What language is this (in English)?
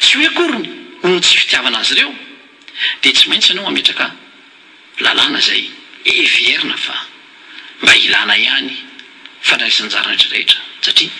Malagasy